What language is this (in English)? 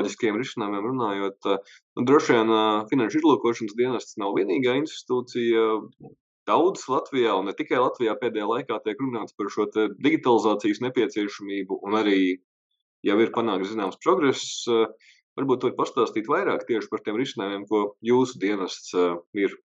Latvian